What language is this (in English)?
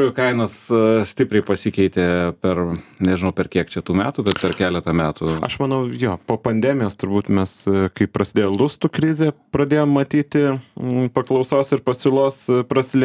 Lithuanian